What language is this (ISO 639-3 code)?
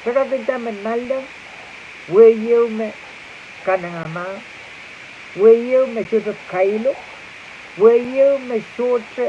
pon